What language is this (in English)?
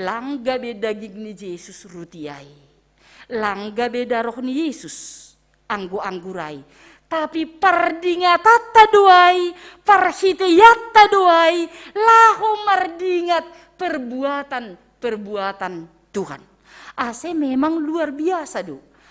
Batak Simalungun